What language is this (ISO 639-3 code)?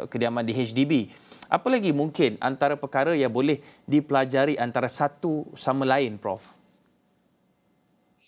msa